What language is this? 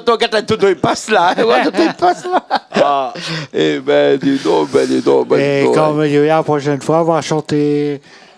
Réunion Creole French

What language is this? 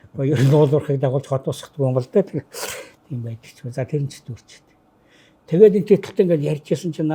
Mongolian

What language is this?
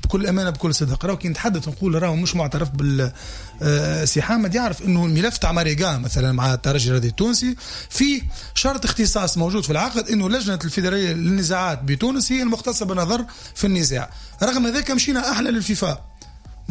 Tunisian Arabic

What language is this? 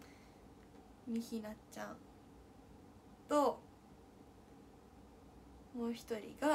Japanese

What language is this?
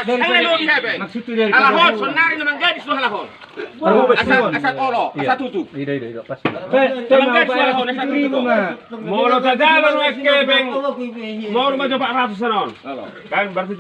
Batak Toba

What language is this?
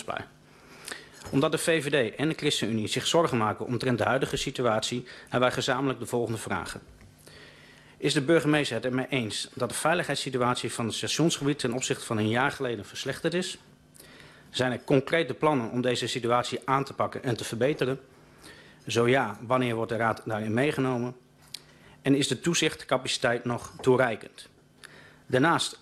Dutch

